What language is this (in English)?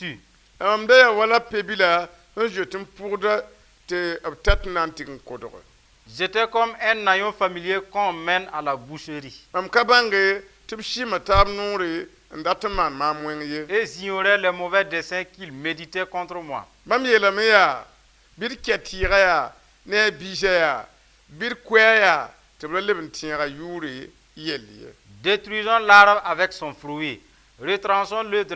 Mossi